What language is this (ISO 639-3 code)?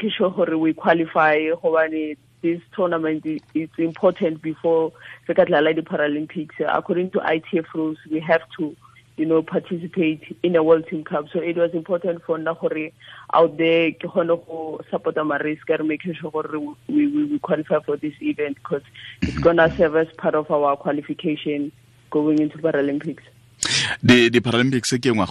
tsn